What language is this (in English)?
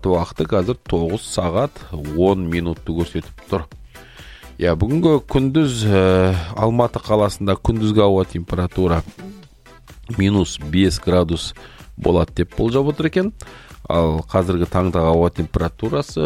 Kazakh